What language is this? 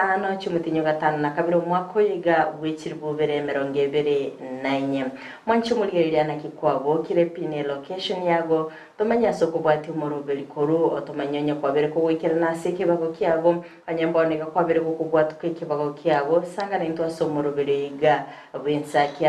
Gusii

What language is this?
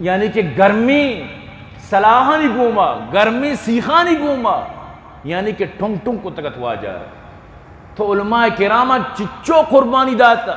Eastern Balochi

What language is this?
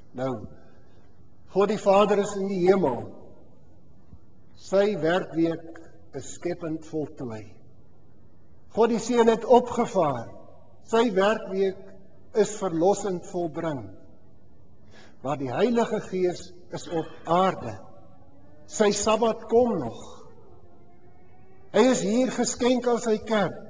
Afrikaans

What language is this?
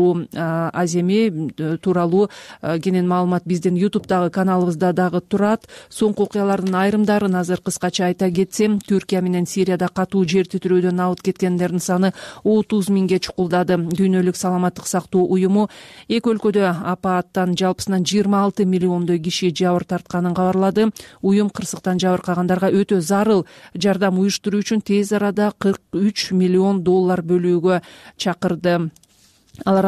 Kyrgyz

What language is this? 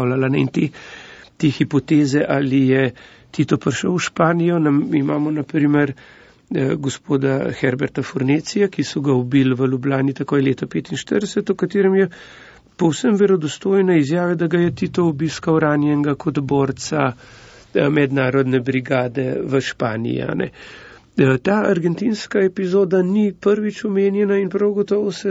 Slovenian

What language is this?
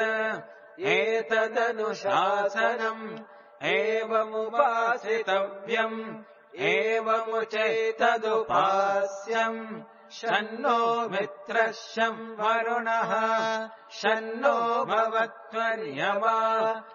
Sanskrit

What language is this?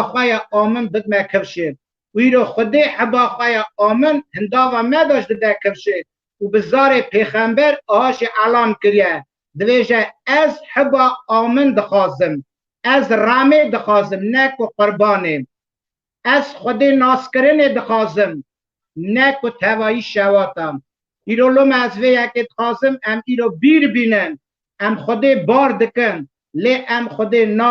Kurdish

